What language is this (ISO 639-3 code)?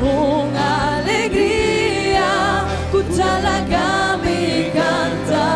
pap